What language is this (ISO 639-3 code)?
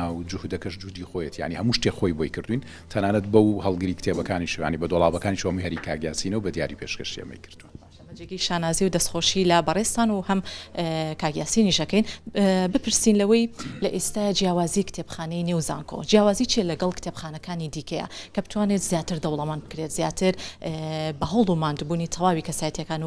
ckb